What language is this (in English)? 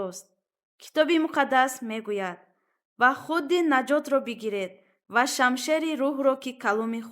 Tajik